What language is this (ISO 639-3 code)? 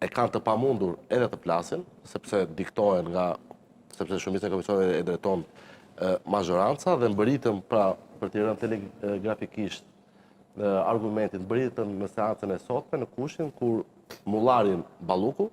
sqi